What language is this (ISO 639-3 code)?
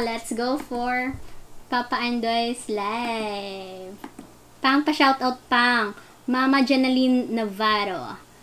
hil